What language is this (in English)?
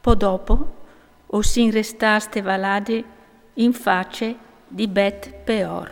Friulian